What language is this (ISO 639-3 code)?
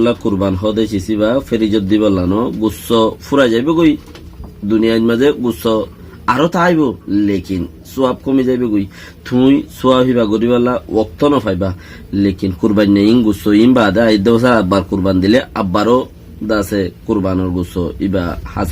rhg